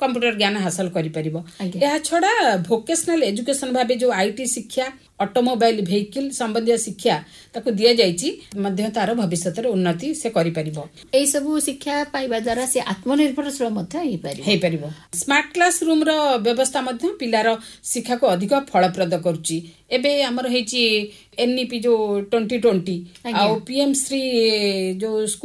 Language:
Odia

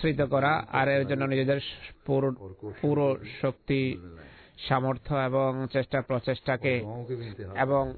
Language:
Bangla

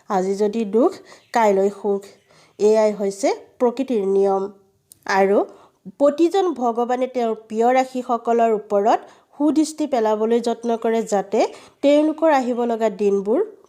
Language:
Assamese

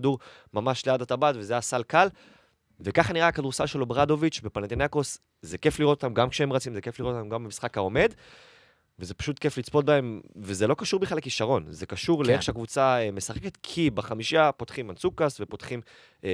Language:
Hebrew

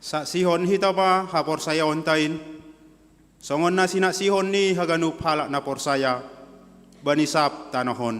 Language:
Batak Simalungun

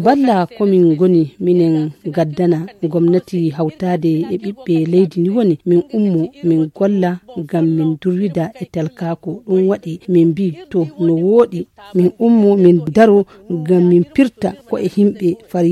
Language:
Nigerian Fulfulde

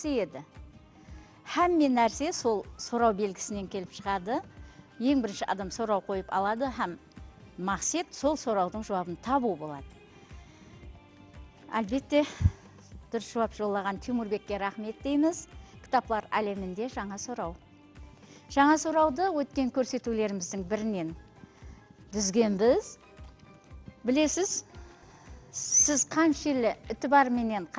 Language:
Kara-Kalpak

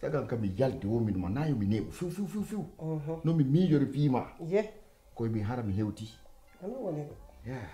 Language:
Pular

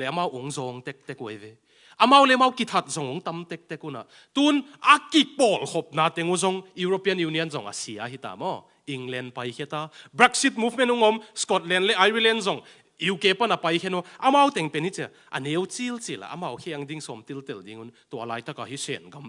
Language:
Tedim Chin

